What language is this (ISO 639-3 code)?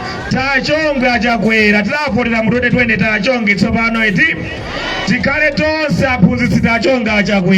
nya